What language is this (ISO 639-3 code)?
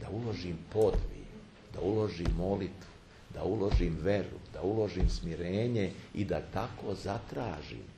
srp